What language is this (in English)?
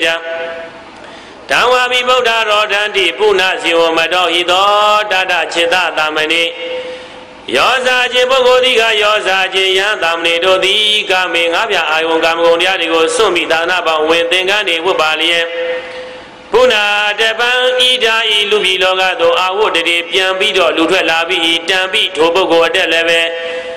Burmese